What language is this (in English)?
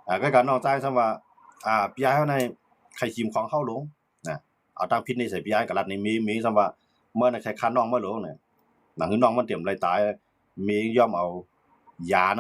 Shan